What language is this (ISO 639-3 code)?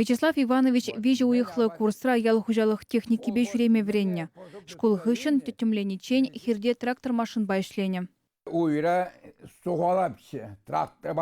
chv